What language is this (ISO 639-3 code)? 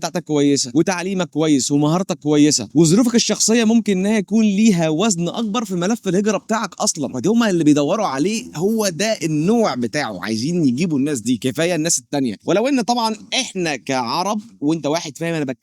arz